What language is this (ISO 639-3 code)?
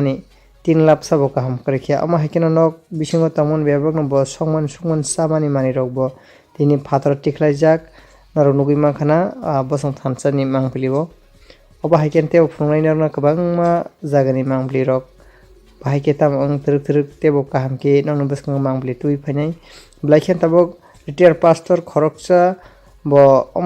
trp